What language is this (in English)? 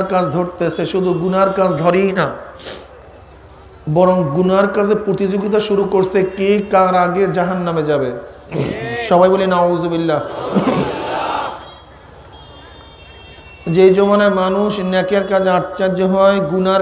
Bangla